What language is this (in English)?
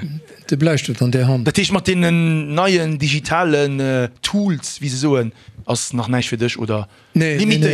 Luxembourgish